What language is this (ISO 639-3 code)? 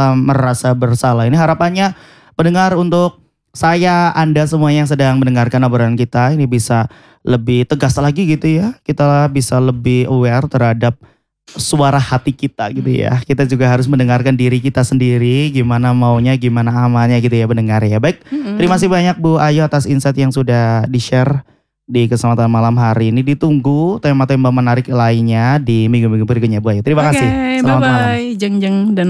ind